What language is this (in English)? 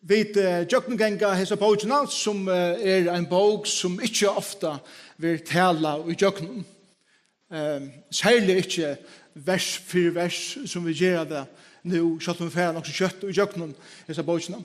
Faroese